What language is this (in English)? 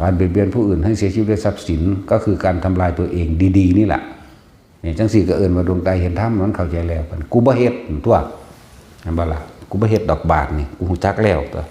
Northeastern Thai